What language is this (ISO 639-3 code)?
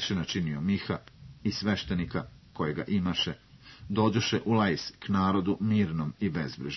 srp